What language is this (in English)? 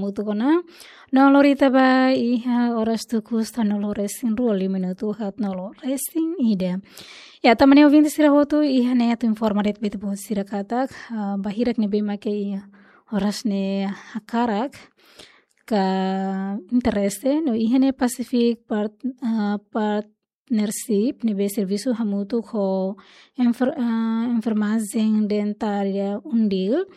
Tetum